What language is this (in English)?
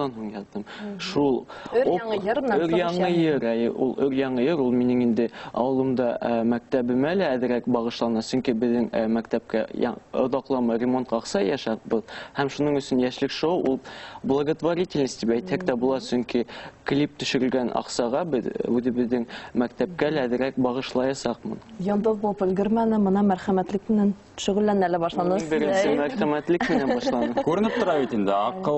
Bashkir